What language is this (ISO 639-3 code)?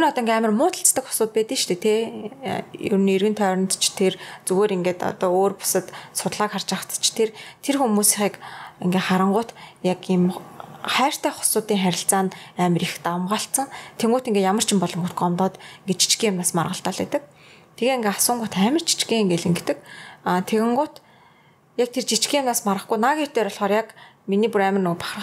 mon